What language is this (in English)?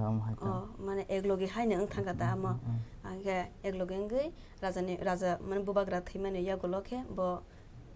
Kok Borok